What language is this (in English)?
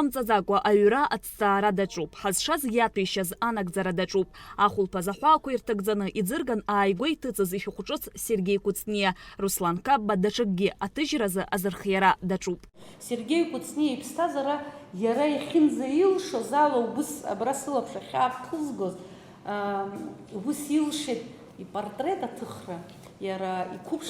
Abkhazian